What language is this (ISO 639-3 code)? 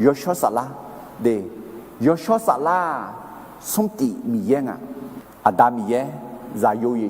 ahk